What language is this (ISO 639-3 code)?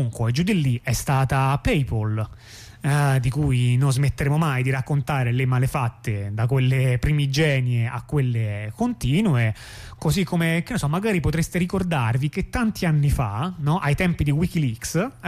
ita